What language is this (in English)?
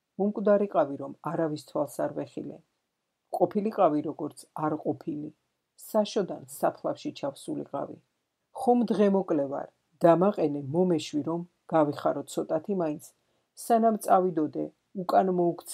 Georgian